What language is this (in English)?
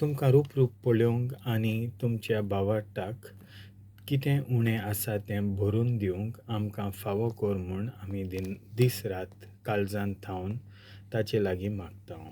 Konkani